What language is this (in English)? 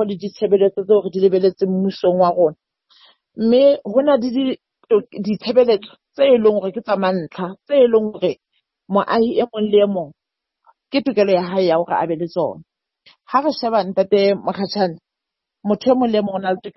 Southern Sotho